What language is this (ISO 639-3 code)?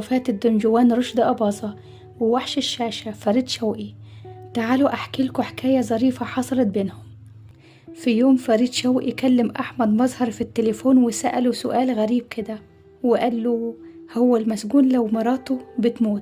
arz